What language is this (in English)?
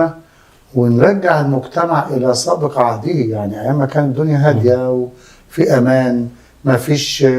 Egyptian Arabic